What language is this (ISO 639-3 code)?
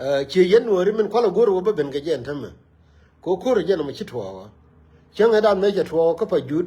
nus